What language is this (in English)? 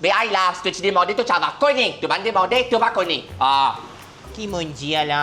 Morisyen